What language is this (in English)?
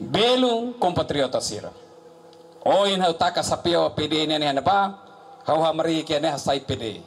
Tetum